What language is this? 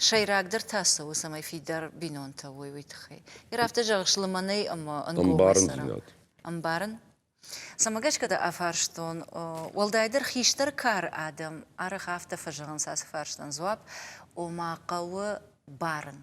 Ossetic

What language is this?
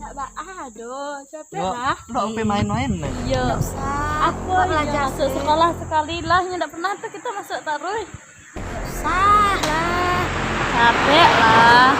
Minangkabau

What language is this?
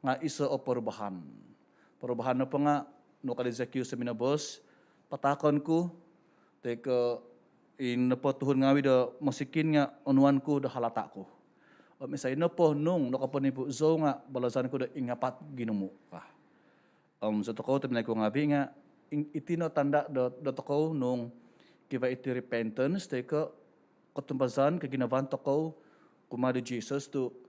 Central Dusun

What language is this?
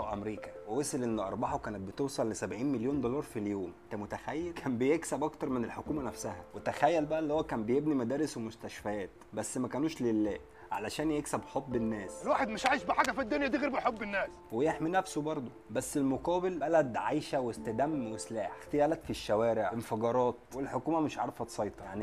Egyptian Arabic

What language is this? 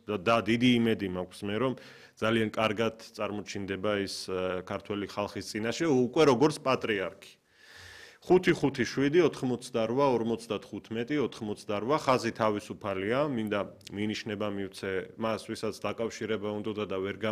Georgian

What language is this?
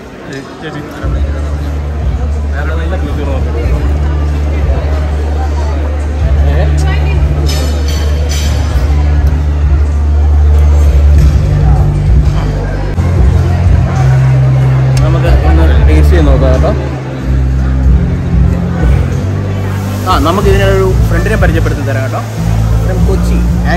Malayalam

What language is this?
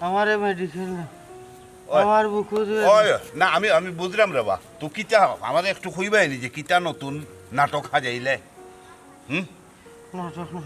Sylheti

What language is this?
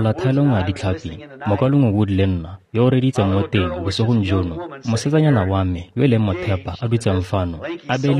Tswana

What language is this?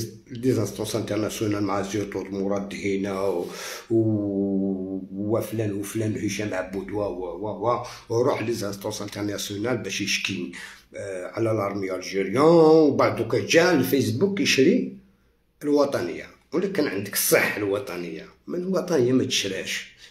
Algerian Arabic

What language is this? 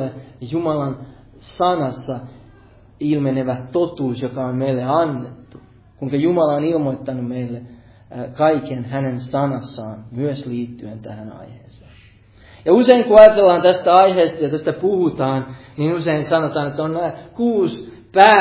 Finnish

